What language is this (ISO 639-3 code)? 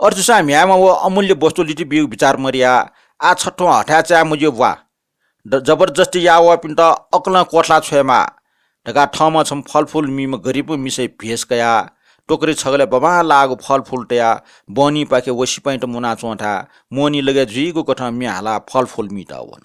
new